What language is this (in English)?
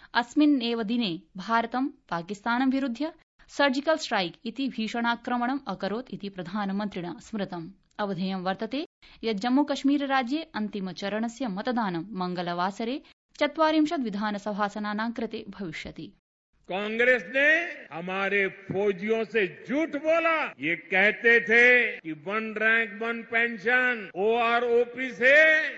Sanskrit